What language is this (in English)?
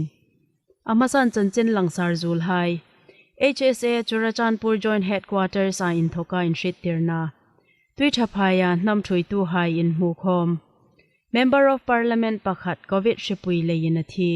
Hmar